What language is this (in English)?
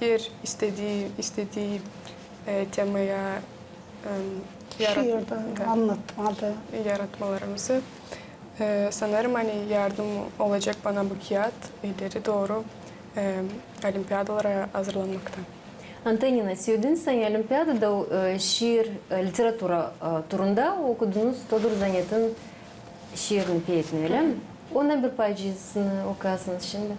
Gagauz